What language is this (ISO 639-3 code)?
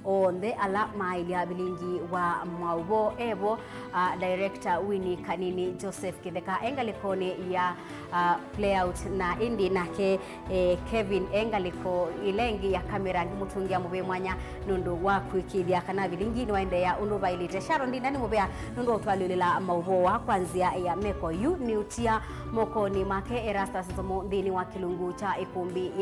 kam